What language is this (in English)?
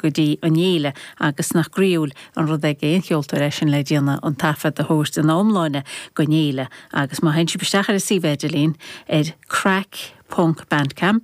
Irish